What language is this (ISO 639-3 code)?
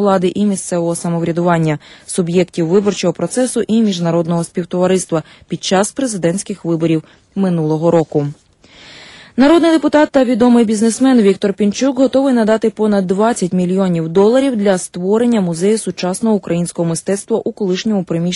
ukr